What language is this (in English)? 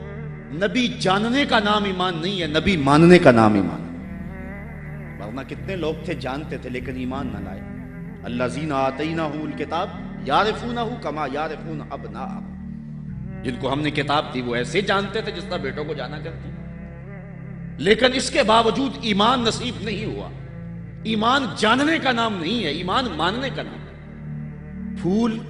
Urdu